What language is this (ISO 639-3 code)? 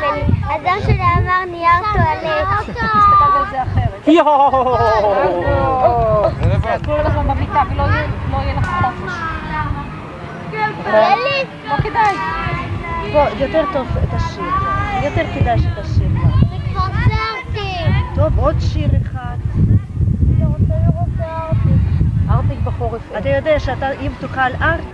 heb